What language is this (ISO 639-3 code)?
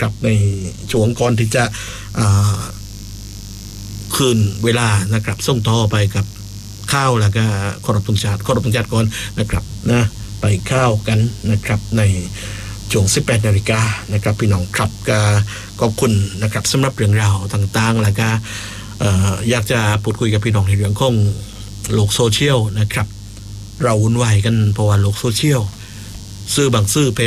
tha